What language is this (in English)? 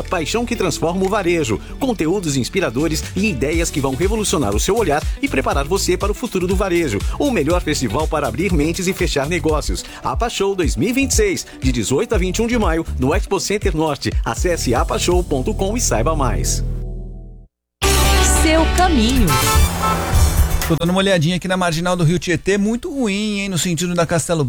Portuguese